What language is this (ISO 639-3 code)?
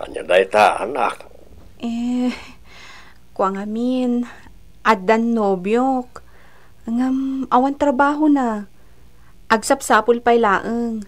ilo